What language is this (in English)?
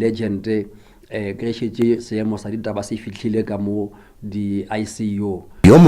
Northern Sotho